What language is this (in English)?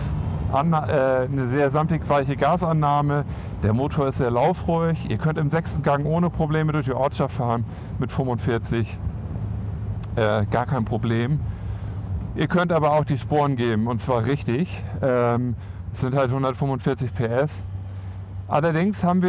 German